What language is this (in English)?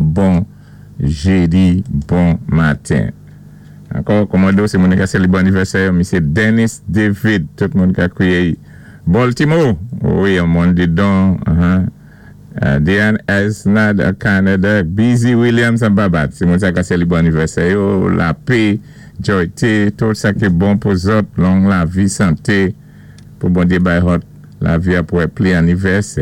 Saint Lucian Creole French